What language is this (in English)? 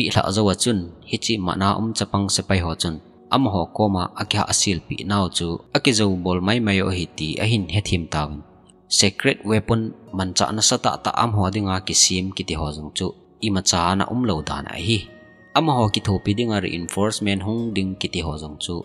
Thado Chin